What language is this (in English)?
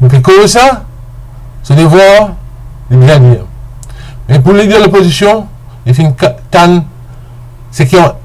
Morisyen